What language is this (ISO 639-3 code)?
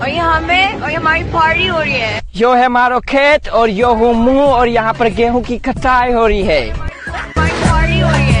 raj